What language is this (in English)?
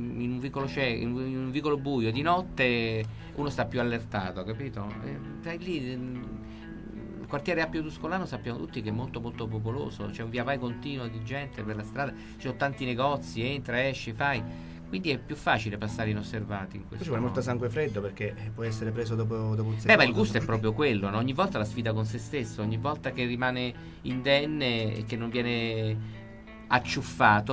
Italian